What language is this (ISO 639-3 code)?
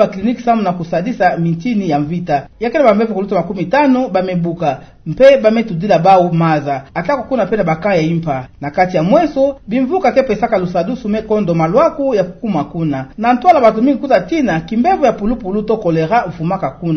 ktu